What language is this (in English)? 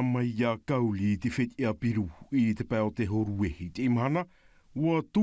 Tahitian